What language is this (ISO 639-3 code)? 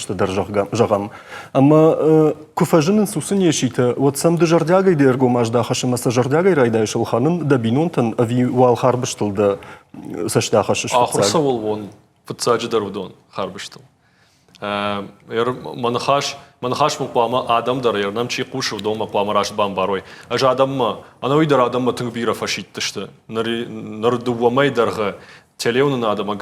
oss